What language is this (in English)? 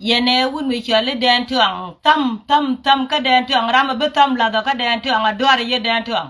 Nuer